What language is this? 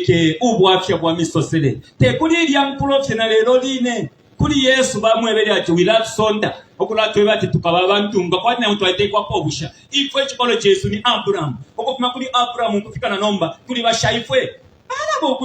Bemba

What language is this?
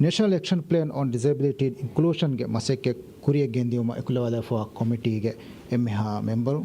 Divehi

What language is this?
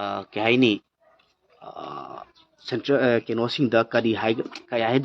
Manipuri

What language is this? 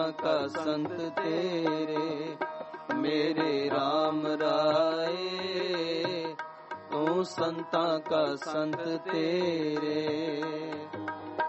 Punjabi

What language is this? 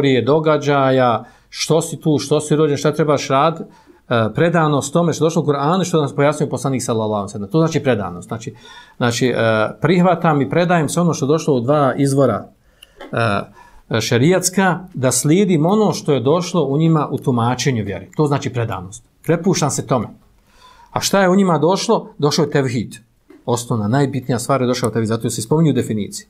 Bosnian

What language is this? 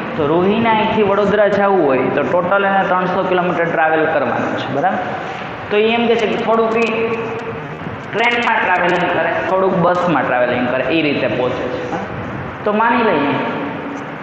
Gujarati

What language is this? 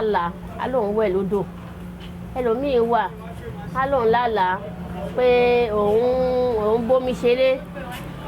Yoruba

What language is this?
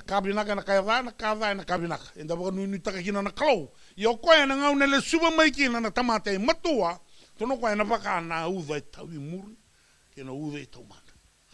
Fijian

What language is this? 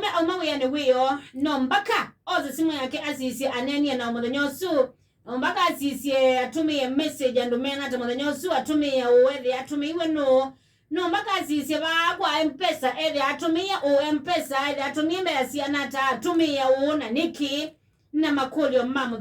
Kamba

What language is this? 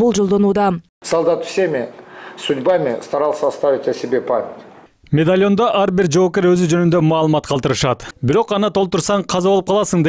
Kyrgyz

